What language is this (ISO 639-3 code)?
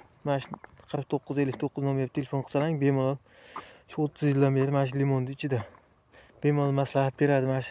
uzb